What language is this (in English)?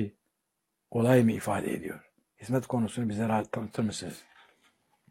Turkish